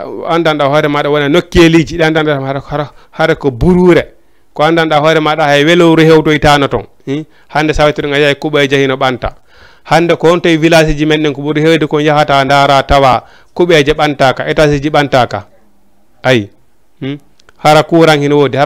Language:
Fula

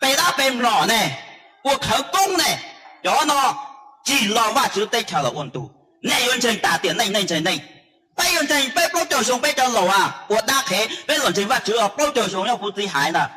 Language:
Hmong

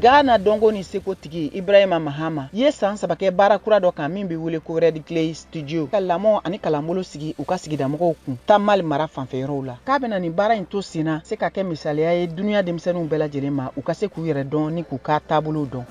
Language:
Bambara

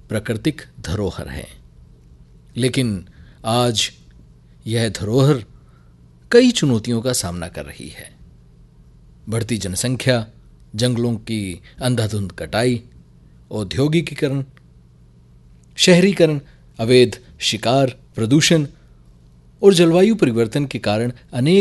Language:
Hindi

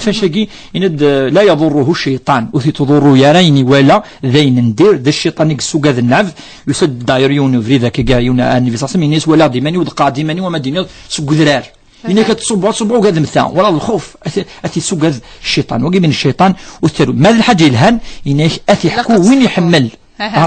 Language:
Kabyle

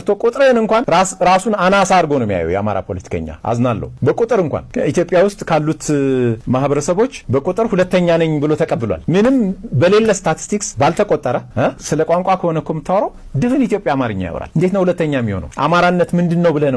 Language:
Amharic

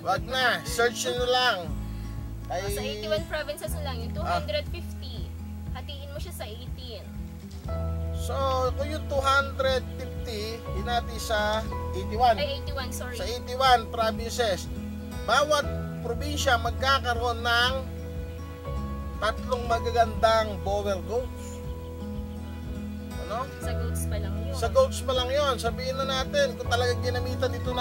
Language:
Filipino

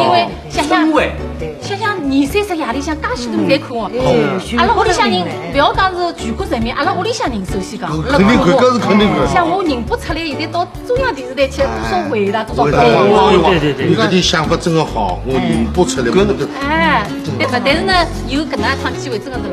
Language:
Wu Chinese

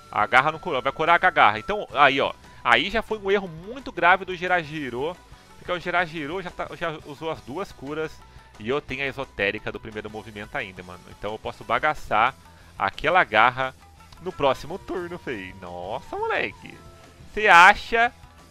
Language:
Portuguese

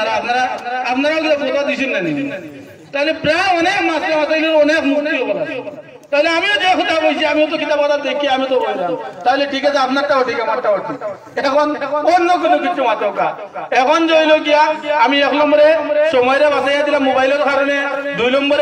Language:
Sylheti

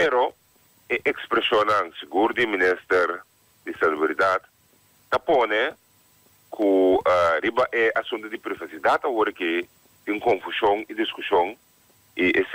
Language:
Papiamento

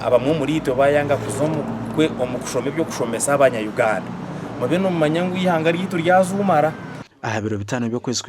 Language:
Nyankole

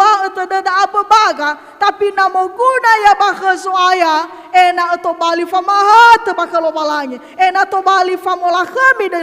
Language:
Nias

